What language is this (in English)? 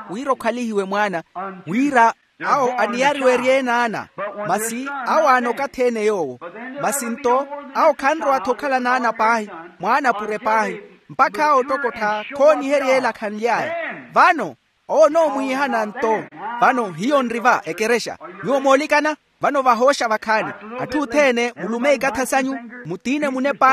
Makhuwa